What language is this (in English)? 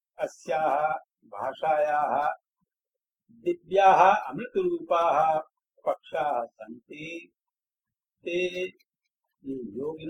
Sanskrit